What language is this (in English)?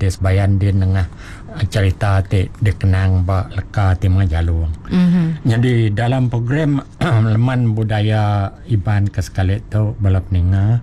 Iban